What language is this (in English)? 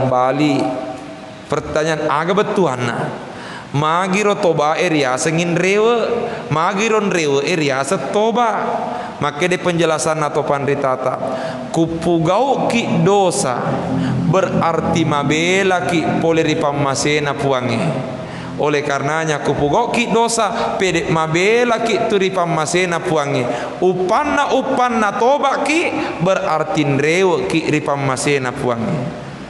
Buginese